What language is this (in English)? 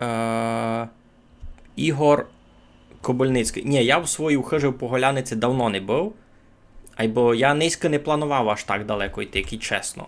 Rusyn